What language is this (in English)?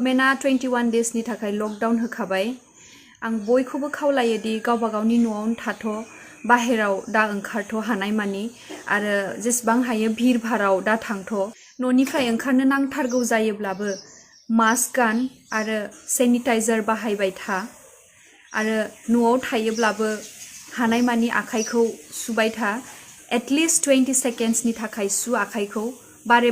Bodo